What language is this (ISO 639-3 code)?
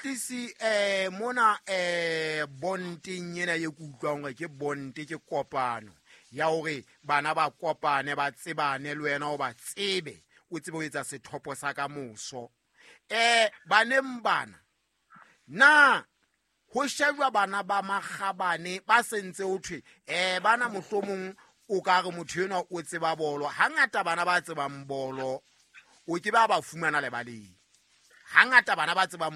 sot